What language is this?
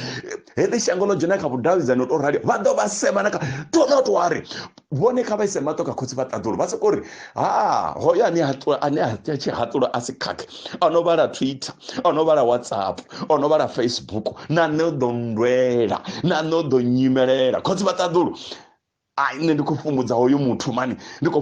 Venda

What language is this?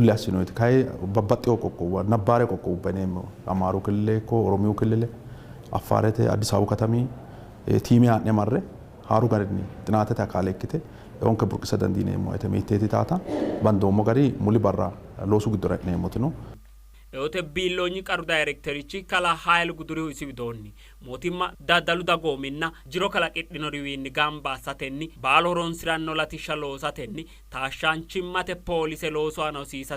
Sidamo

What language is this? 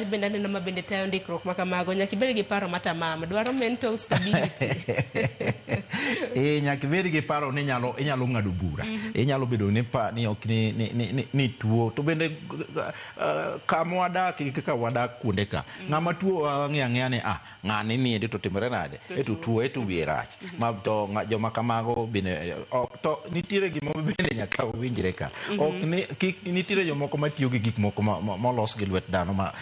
Luo (Kenya and Tanzania)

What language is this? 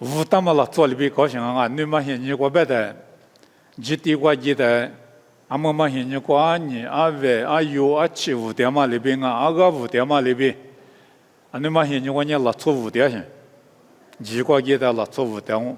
Lisu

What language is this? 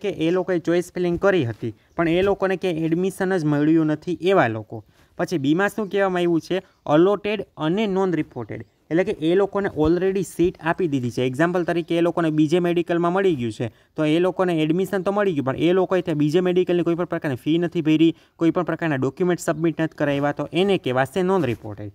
Gujarati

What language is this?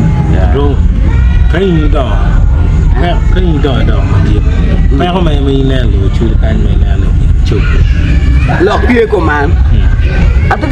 Acoli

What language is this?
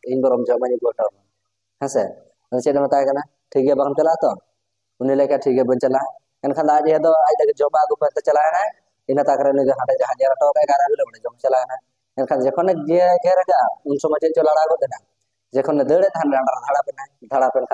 Santali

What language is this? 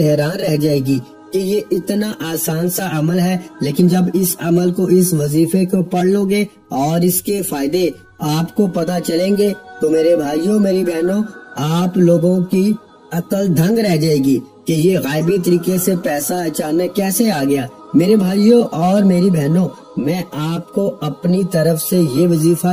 Urdu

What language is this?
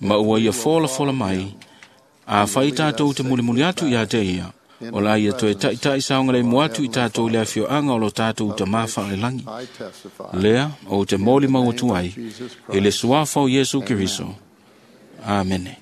Samoan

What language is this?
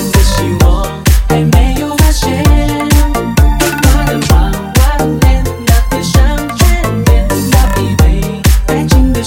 Chinese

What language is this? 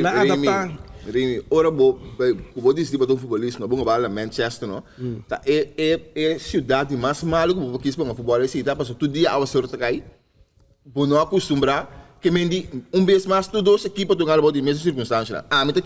Papiamento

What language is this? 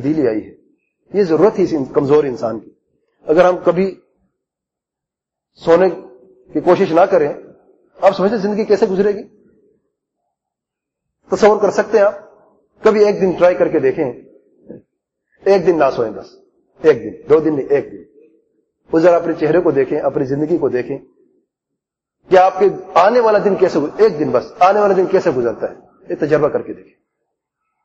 Urdu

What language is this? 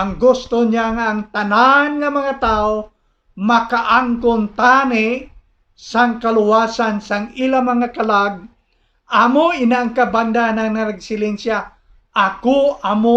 Hiligaynon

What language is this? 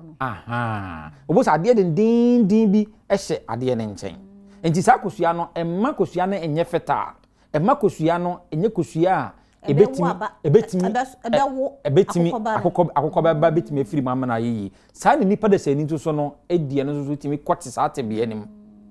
Akan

